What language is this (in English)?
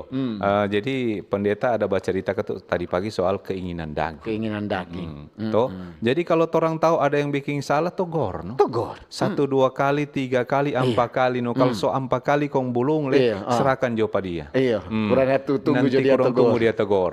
Manado Malay